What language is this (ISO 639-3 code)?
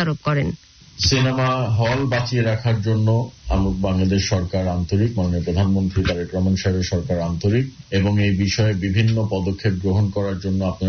ben